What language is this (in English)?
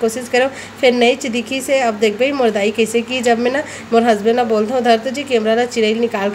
Chhattisgarhi